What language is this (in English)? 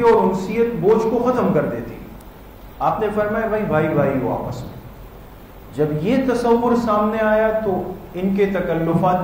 Urdu